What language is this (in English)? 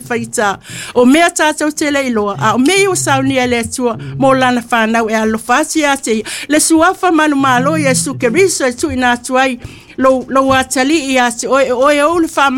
Samoan